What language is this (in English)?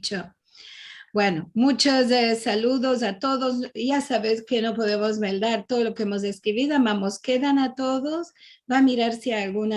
Ladino